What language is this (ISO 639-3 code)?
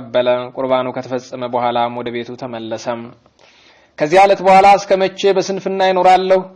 amh